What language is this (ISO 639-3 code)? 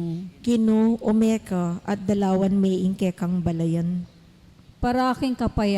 pam